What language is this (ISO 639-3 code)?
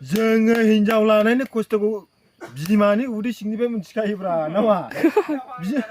brx